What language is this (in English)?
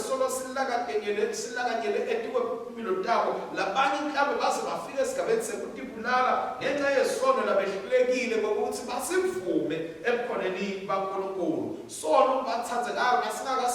Swati